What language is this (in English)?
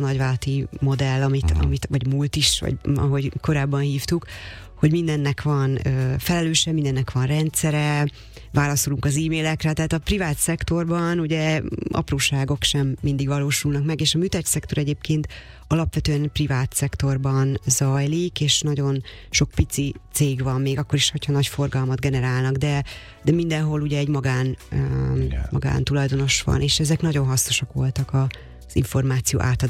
Hungarian